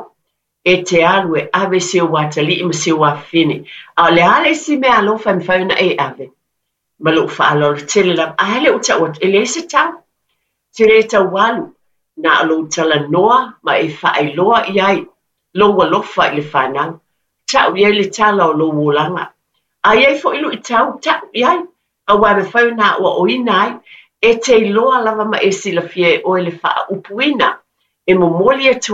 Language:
Samoan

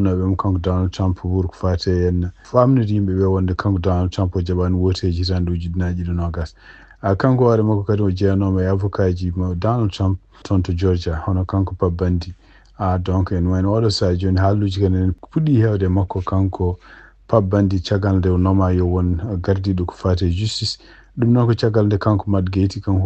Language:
Fula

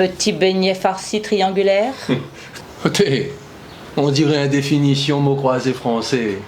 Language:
Réunion Creole French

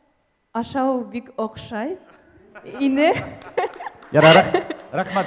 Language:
Bashkir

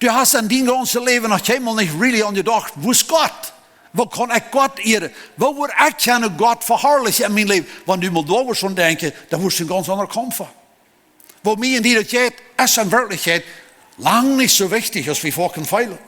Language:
Plautdietsch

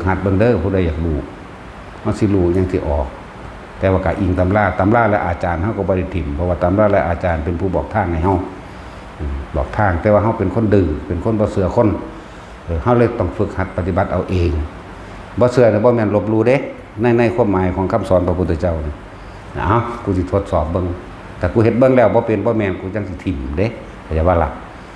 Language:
Lao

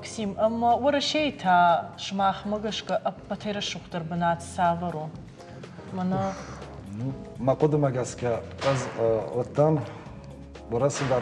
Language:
Ossetic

